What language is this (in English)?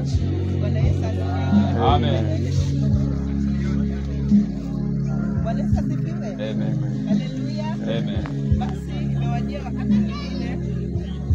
Swahili